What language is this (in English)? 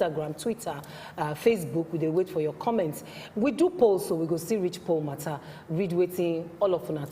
Nigerian Pidgin